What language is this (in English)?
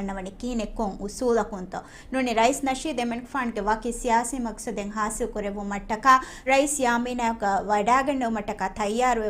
Divehi